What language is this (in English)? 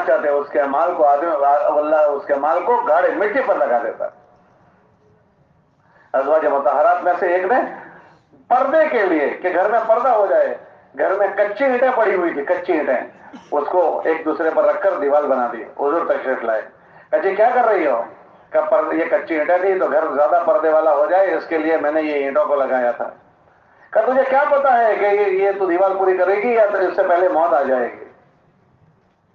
Urdu